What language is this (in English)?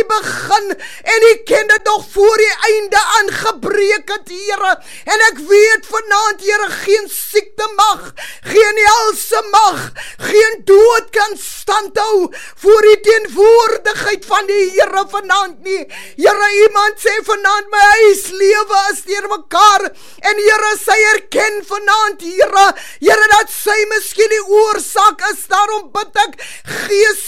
Afrikaans